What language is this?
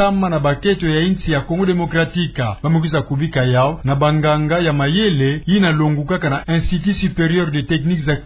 Kituba (Democratic Republic of Congo)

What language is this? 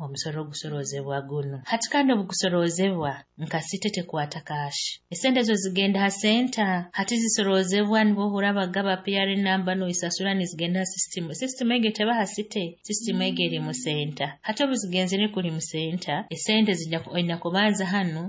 Nyoro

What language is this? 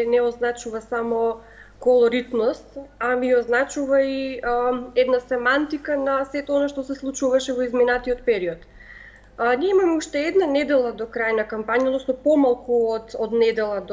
Macedonian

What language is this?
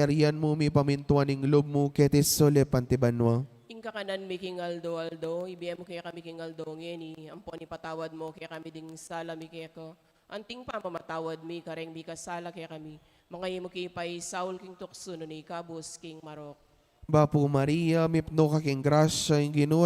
Pampanga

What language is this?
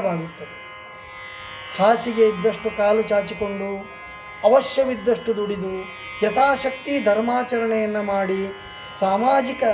Kannada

